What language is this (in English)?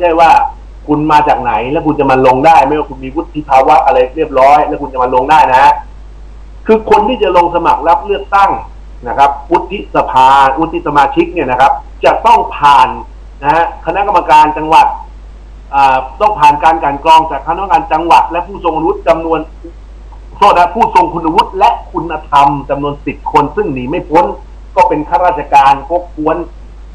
Thai